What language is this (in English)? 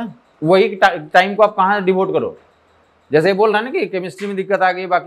Hindi